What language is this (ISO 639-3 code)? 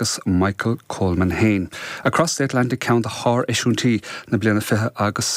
gle